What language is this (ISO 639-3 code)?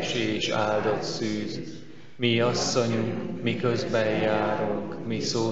hun